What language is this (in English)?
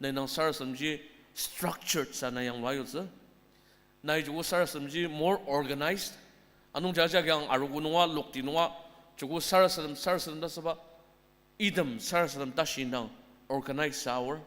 Ao Naga